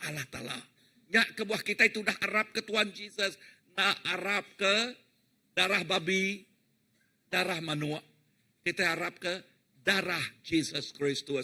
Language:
Iban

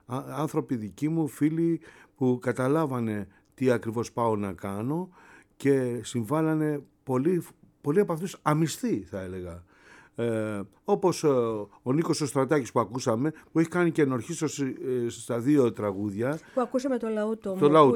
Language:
Greek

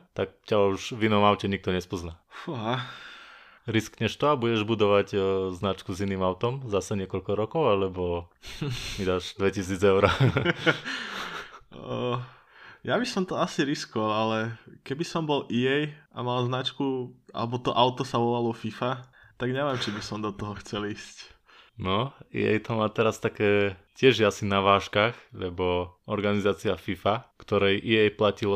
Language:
Slovak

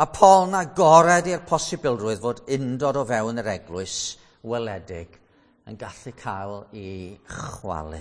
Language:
Welsh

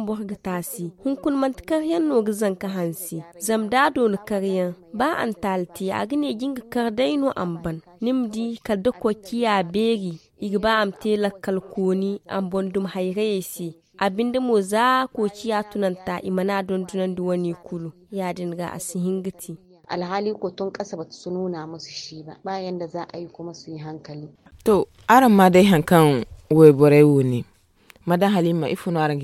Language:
Zarma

